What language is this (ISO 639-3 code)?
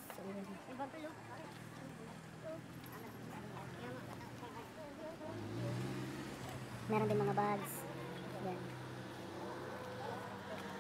fil